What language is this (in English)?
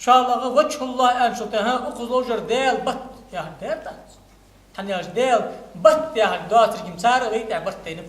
Ingush